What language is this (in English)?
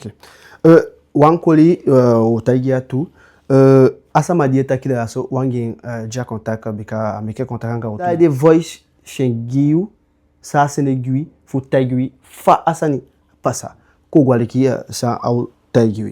Eastern Maroon Creole